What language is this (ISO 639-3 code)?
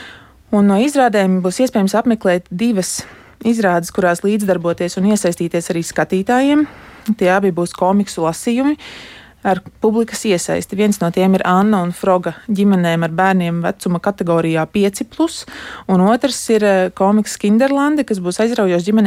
lav